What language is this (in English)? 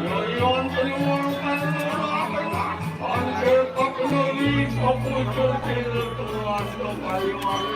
Balinese